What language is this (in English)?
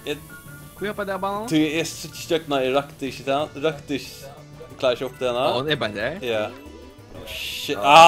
Faroese